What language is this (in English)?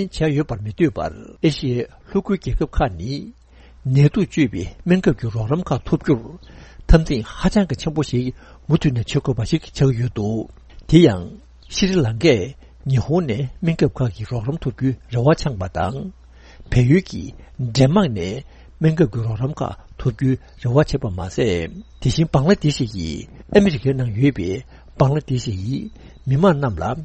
Tibetan